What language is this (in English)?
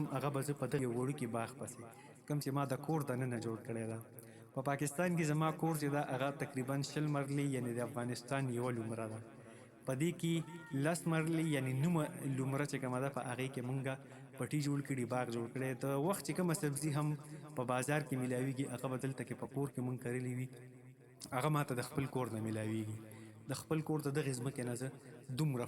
Pashto